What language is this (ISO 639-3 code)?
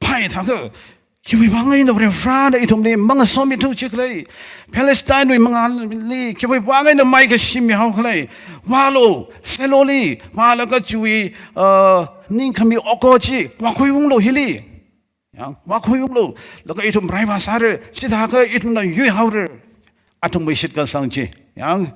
nmf